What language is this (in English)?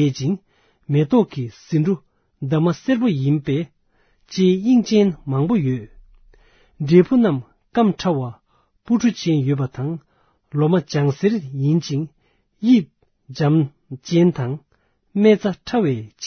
Tibetan